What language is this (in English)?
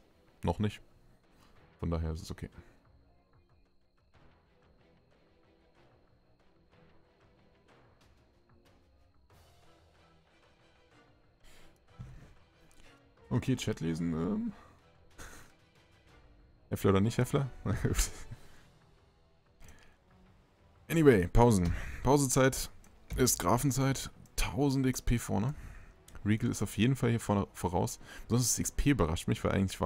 German